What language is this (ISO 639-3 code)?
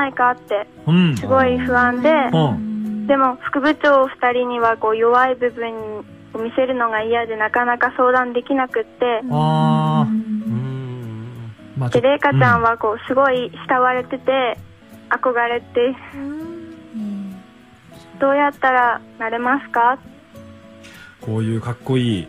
jpn